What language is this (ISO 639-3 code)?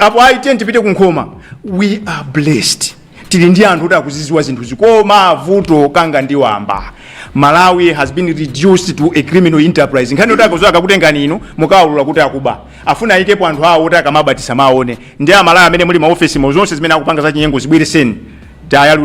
nya